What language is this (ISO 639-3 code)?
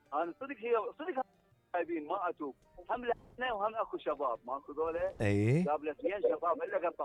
acm